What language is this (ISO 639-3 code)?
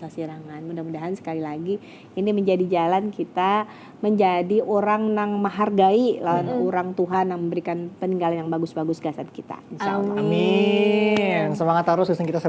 bjn